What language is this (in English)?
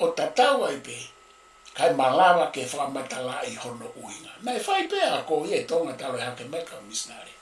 Tongan